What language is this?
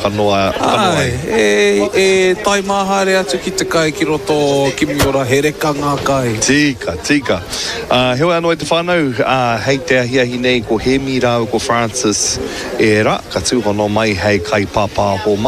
Māori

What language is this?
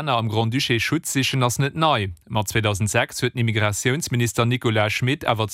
Luxembourgish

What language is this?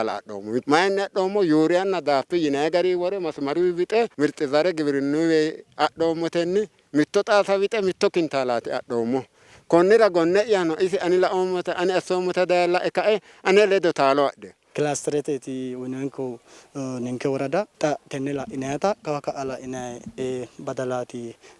Sidamo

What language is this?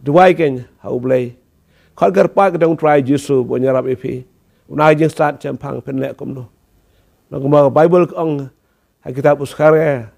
Khasi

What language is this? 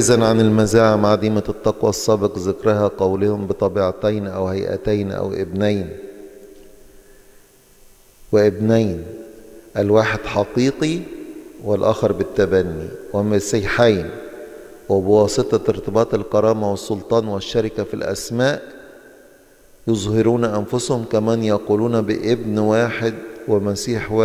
Egyptian Arabic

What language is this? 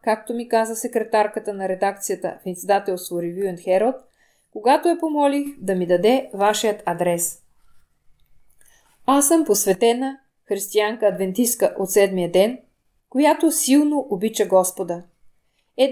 Bulgarian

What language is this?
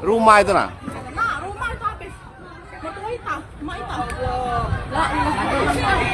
Musi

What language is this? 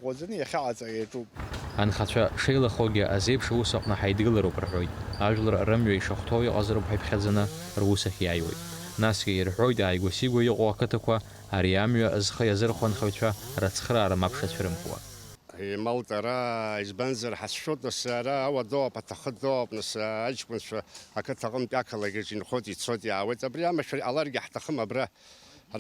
Abkhazian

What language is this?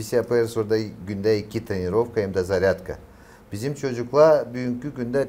Gagauz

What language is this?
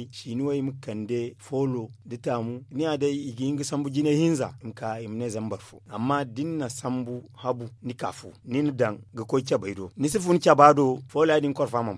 Zarma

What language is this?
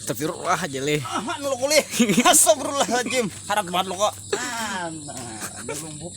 Banjar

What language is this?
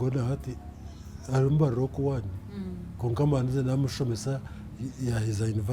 Nyankole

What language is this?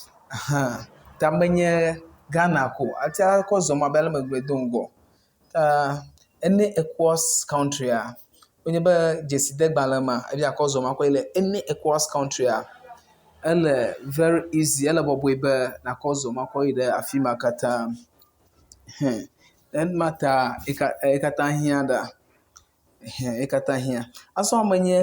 Ewe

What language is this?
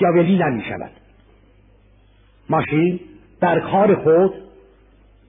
Persian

